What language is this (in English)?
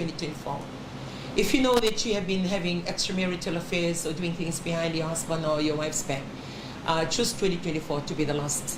Fijian